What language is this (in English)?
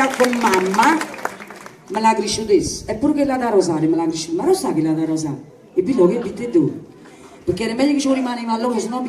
Neapolitan